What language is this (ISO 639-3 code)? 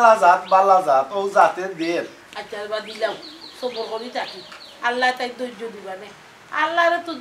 syl